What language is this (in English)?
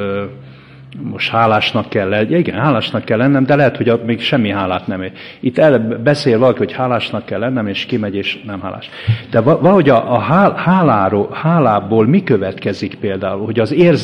Hungarian